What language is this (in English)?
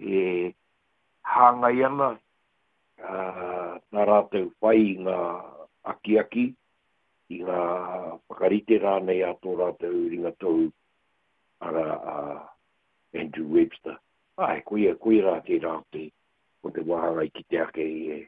Māori